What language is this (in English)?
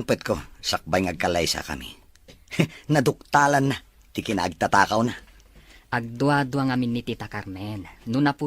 Iloko